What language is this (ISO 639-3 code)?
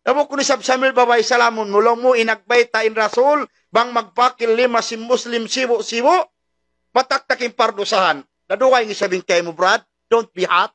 tsg